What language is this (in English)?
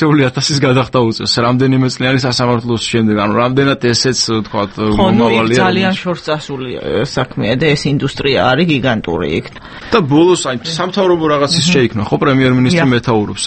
Georgian